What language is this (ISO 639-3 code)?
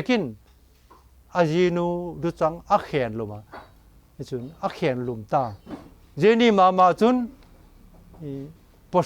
vap